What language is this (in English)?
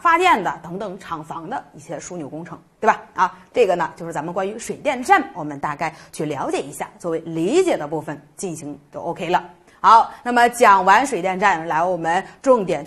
Chinese